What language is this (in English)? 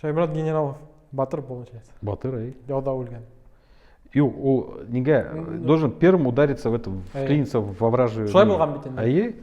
Bashkir